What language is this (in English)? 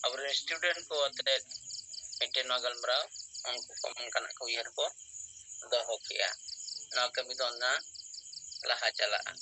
Santali